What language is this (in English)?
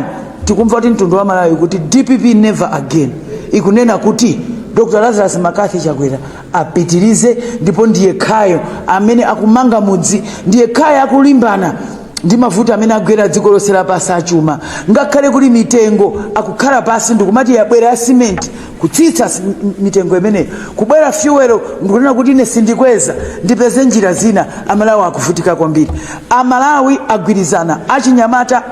Nyanja